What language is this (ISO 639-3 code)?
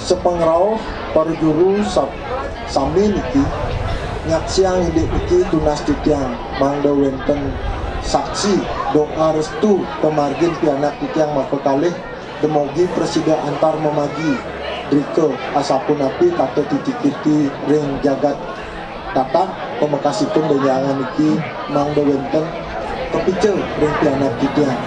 ban